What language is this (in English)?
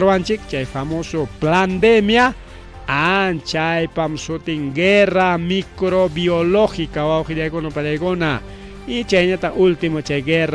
Ayacucho Quechua